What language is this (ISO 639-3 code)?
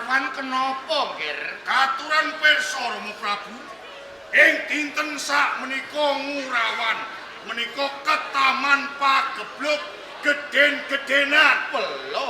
jav